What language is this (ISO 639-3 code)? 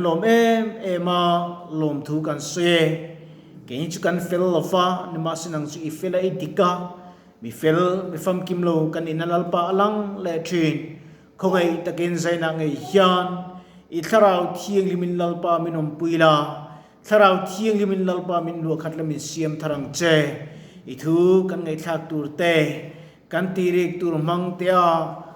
lus